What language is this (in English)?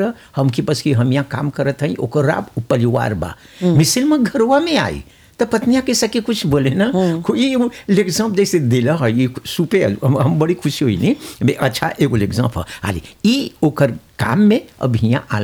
Bhojpuri